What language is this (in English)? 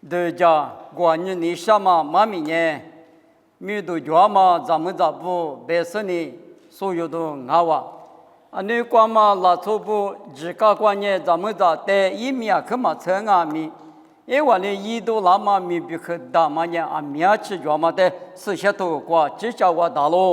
Lisu